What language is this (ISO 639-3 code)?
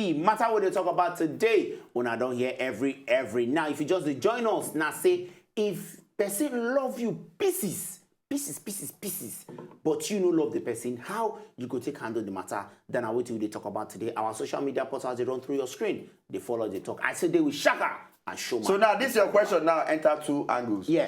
pcm